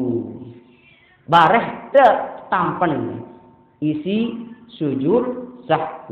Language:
Sasak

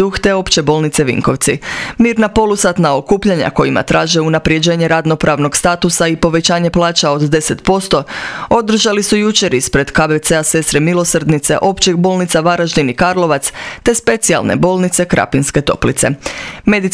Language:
Croatian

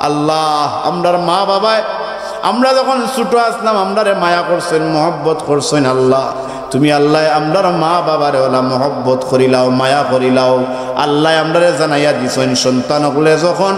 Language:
Sylheti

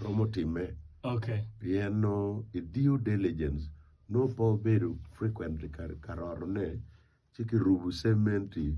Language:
Acoli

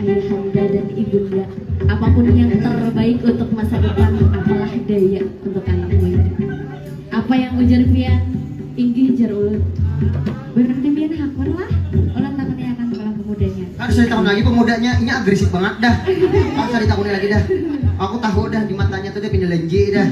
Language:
Banjar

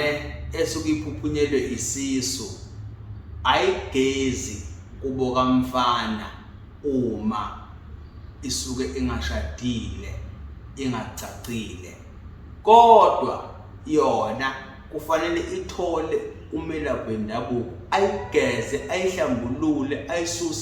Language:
Zulu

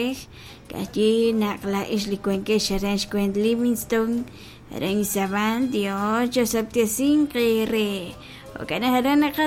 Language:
Kekchí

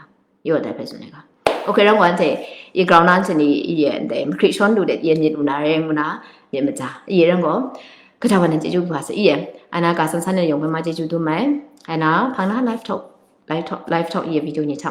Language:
Kachin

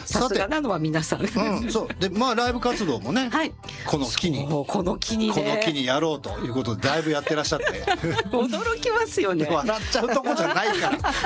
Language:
Japanese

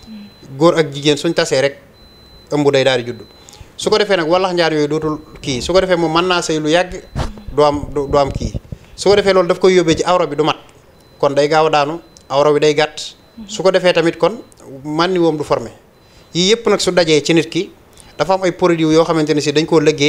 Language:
Wolof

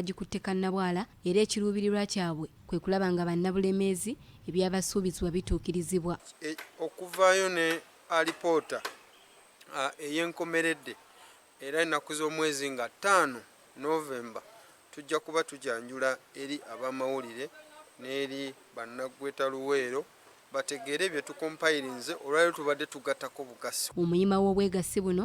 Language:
Ganda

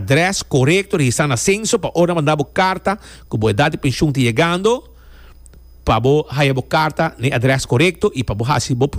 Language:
Papiamento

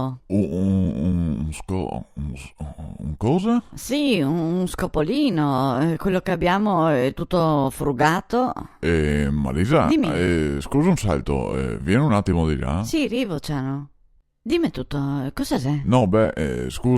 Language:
Venetian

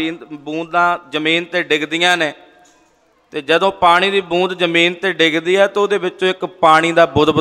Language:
Punjabi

